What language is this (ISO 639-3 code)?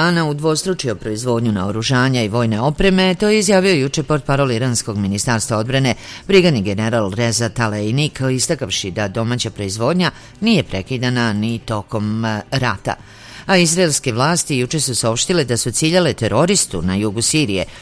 srp